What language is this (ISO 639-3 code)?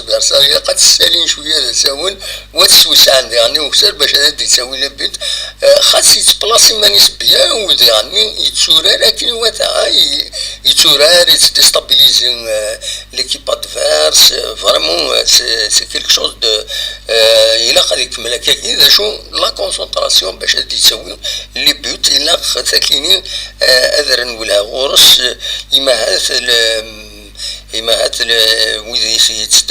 kab